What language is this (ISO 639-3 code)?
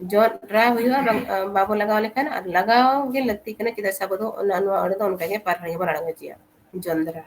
sat